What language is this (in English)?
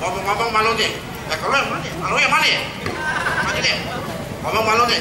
Betawi